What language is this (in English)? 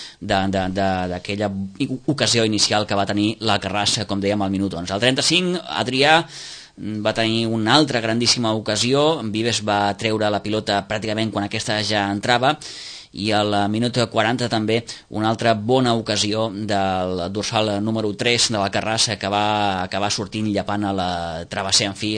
Catalan